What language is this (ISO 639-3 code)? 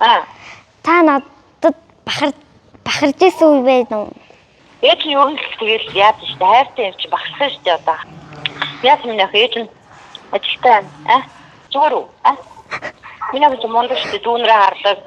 mon